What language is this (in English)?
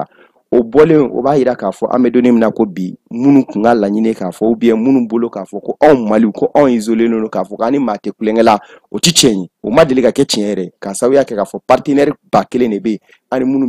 Bambara